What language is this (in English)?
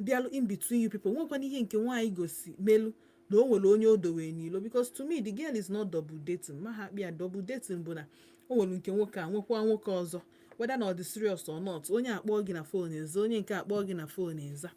Igbo